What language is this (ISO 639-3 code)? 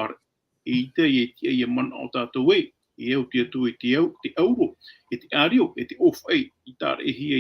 tah